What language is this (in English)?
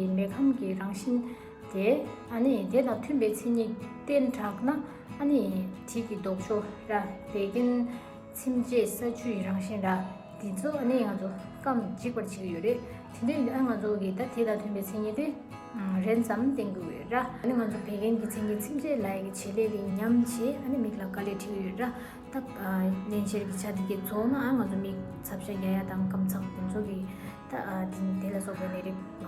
Tibetan